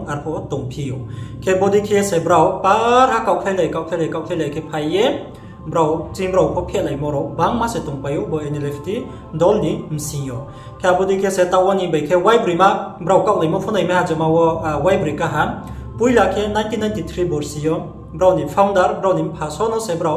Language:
Riang (India)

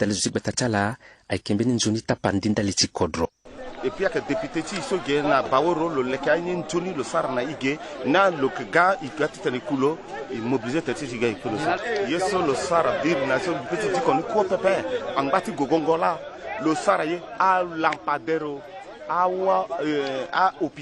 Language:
Sango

